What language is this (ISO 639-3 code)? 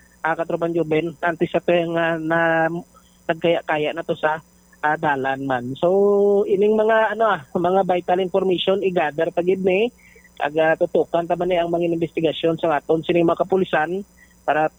hil